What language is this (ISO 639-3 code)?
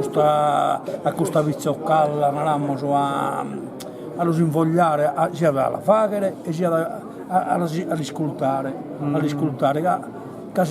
srd